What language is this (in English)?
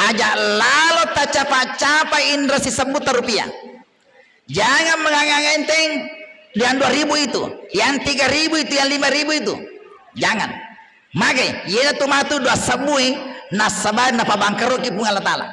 Buginese